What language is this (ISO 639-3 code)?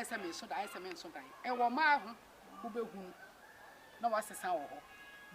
aka